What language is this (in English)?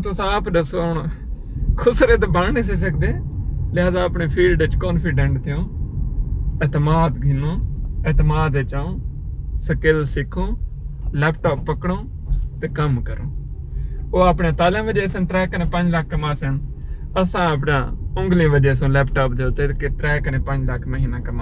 Saraiki